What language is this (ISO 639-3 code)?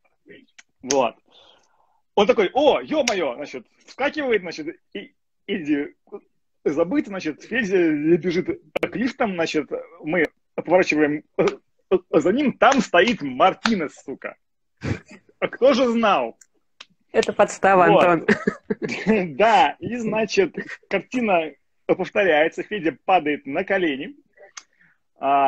rus